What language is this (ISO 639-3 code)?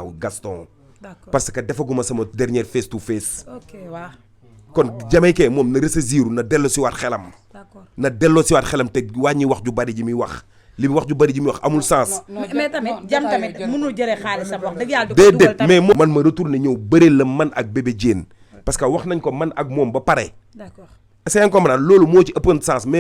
wol